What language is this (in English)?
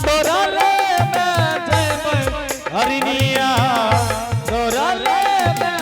Angika